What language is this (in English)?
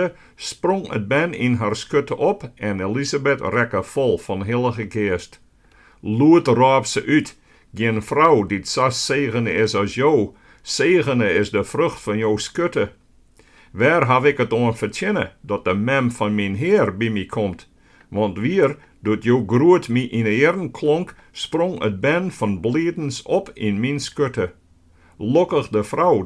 Western Frisian